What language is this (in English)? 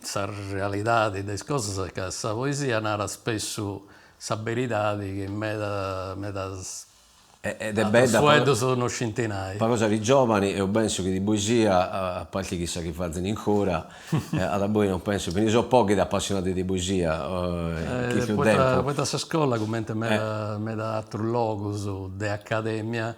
Sardinian